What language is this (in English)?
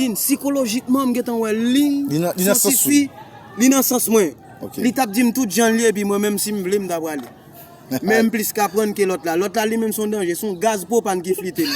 Haitian Creole